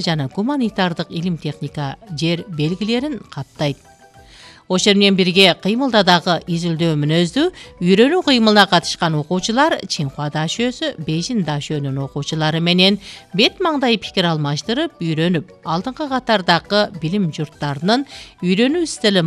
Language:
Kyrgyz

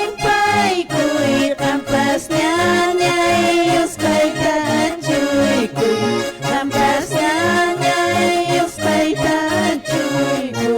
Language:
Quechua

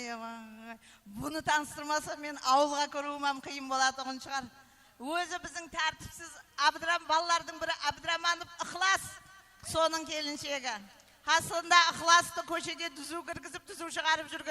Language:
Kara-Kalpak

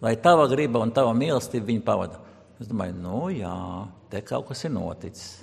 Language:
Latvian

